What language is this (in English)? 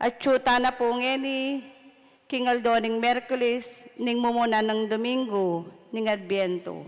Pampanga